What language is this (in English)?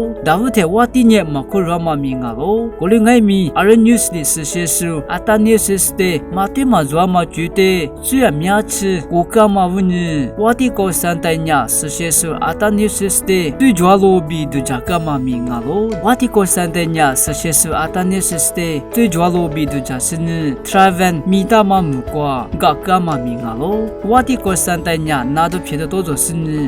Lisu